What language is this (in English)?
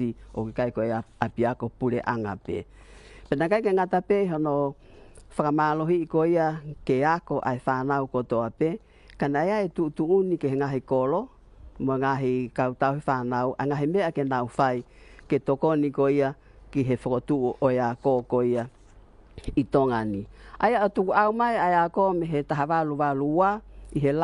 Tongan